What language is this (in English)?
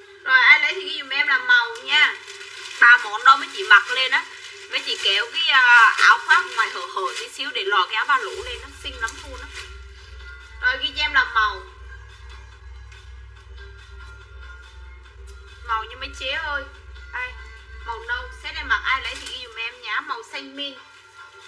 Vietnamese